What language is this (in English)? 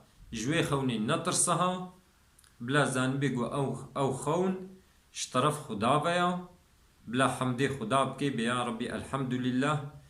Kurdish